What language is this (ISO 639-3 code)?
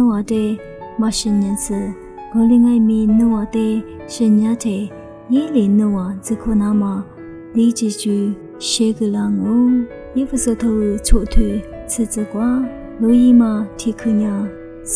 lis